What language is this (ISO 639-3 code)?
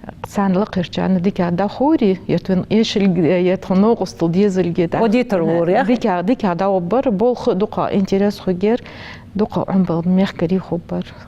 inh